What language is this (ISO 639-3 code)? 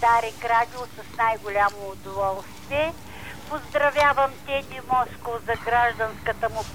bul